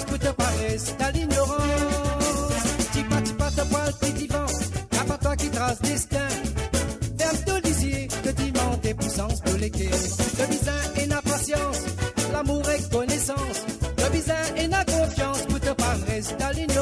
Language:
Morisyen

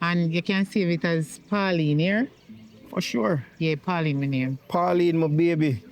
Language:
Jamaican Creole English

